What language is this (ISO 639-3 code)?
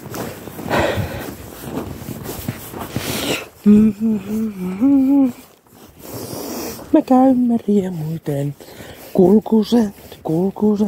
fin